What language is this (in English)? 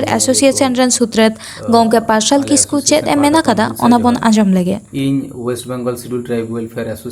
Santali